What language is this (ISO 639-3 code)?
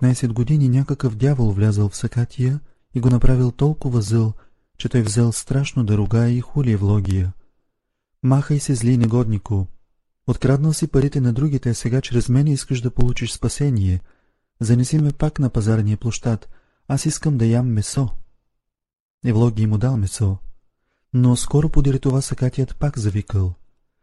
bul